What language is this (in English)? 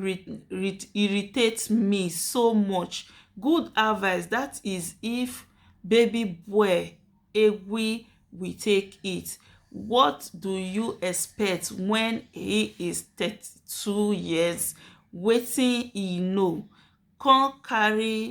Nigerian Pidgin